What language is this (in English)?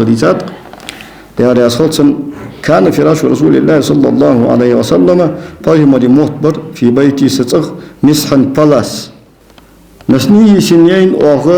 Ingush